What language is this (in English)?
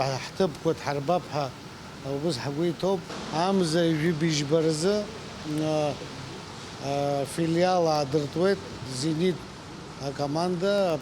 Abkhazian